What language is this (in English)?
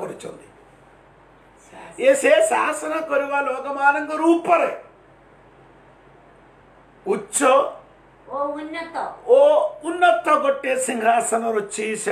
Odia